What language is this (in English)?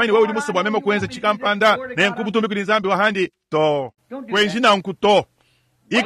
Luba-Lulua